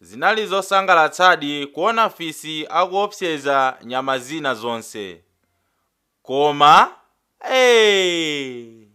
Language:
Nyanja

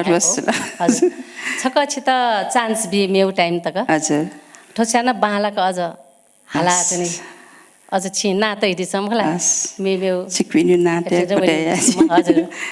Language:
Newari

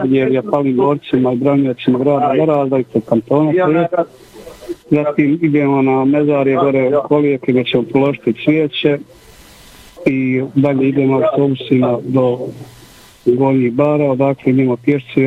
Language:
Bosnian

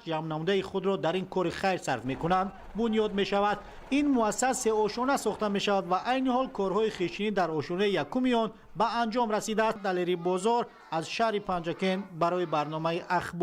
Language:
Tajik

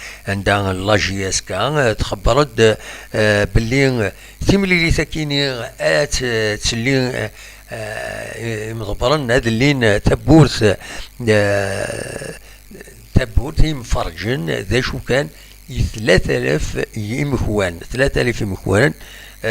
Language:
Kabyle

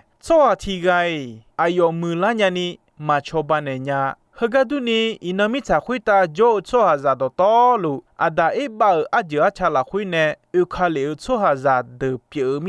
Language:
Akha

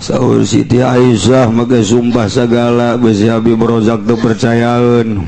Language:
Sundanese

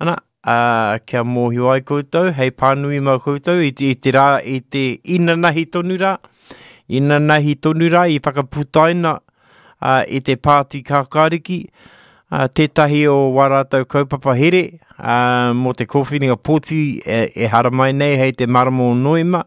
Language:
Māori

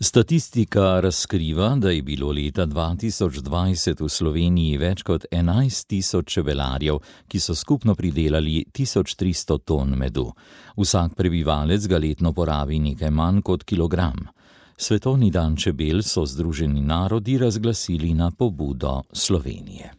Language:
Slovenian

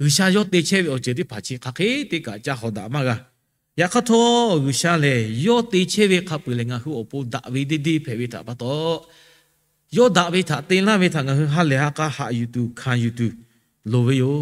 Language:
Lahu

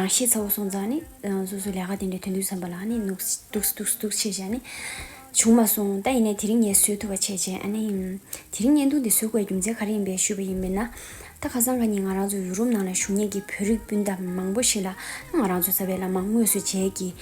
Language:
Tibetan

